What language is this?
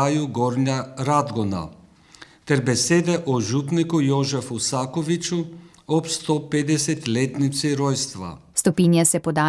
Slovenian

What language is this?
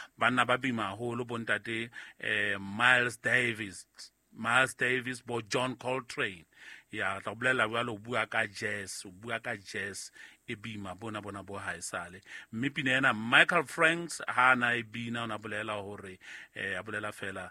Southern Sotho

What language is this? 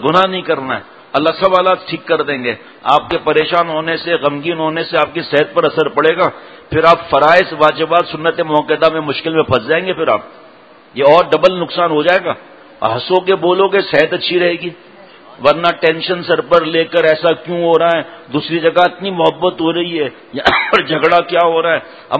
Urdu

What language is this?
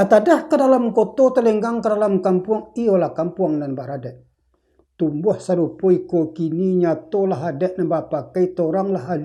Minangkabau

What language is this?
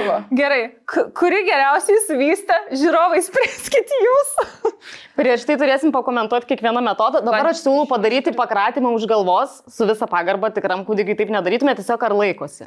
Lithuanian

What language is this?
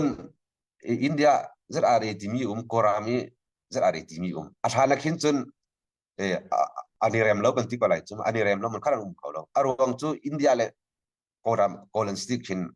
Hakha Chin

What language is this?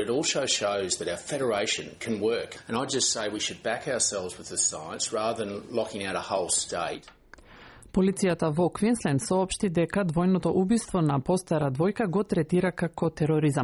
Macedonian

